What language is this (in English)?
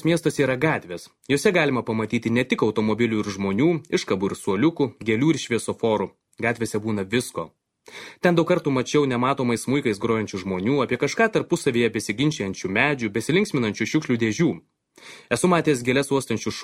Lithuanian